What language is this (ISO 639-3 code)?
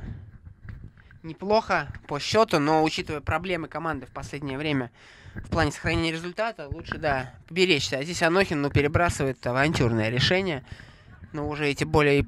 rus